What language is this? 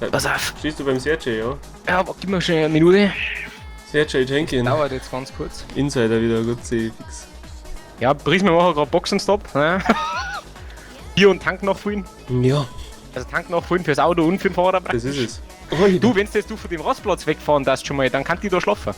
Bavarian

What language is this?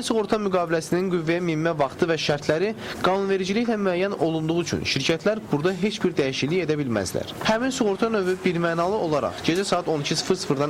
Azerbaijani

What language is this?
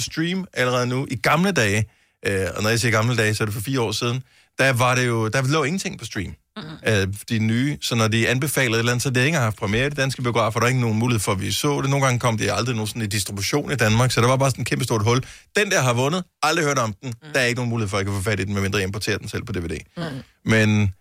Danish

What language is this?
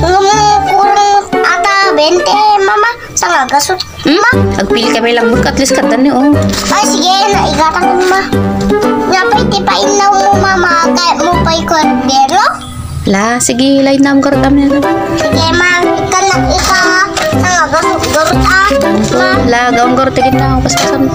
Iloko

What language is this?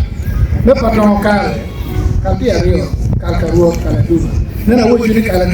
Acoli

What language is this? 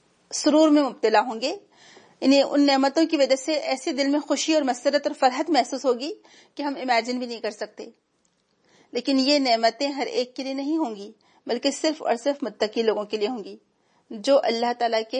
Urdu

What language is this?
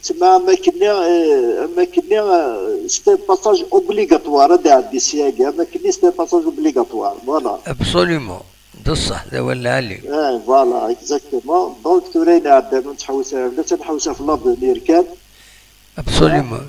Kabyle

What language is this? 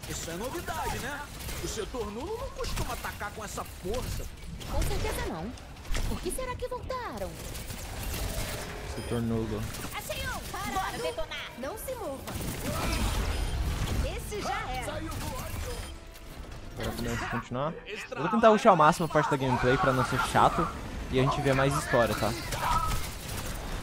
Portuguese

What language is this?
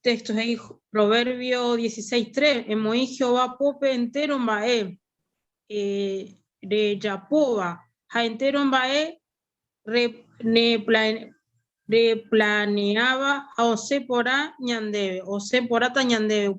Guarani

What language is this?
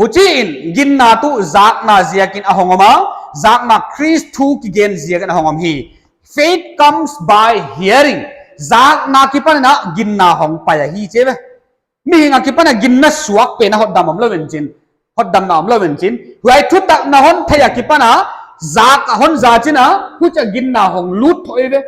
Paite Chin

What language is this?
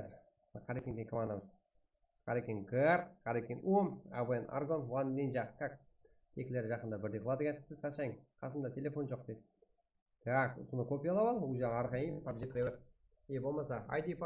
Kara-Kalpak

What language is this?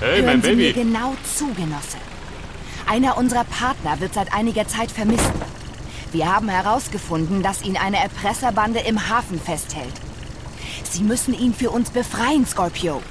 Bavarian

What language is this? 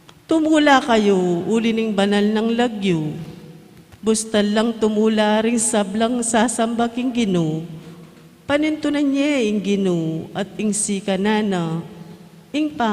Pampanga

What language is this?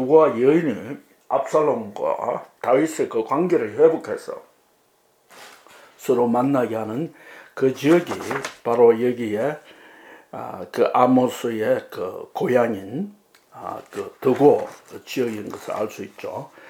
Korean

